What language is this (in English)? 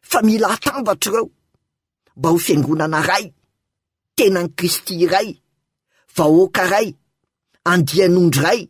Malagasy